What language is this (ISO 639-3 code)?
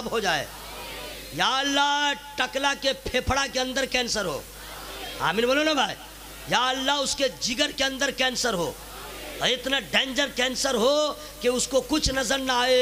urd